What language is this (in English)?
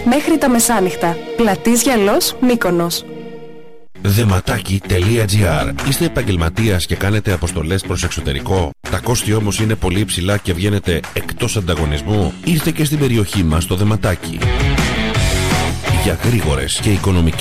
Greek